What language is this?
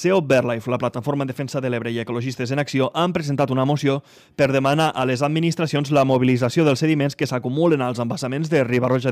Catalan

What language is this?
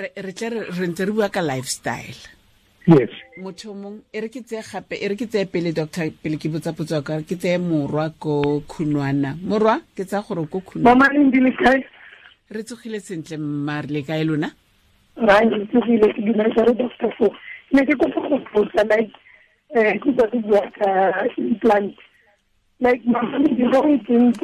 Tswana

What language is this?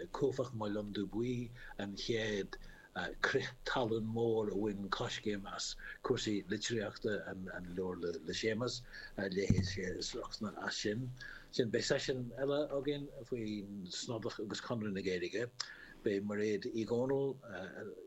Irish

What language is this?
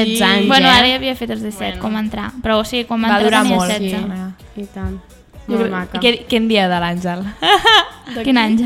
Catalan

